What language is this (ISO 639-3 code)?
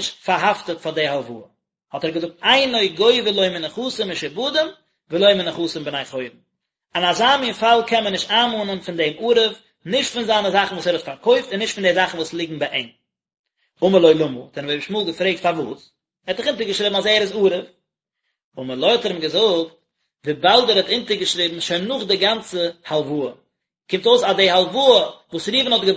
yid